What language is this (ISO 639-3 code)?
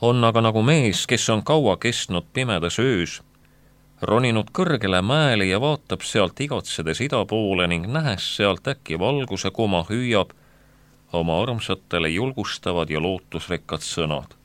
est